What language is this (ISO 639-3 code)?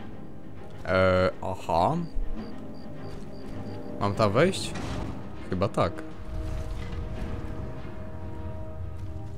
pol